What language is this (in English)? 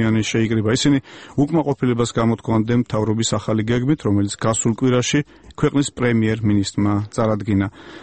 Georgian